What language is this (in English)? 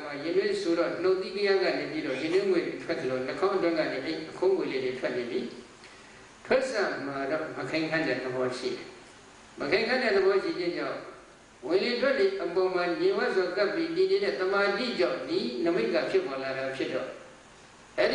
Burmese